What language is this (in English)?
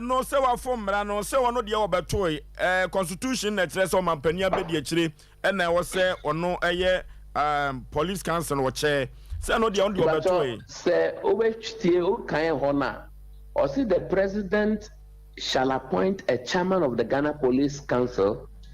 Akan